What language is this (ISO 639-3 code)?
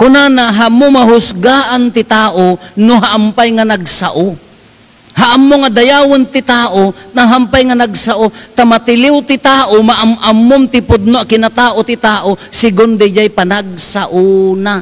ilo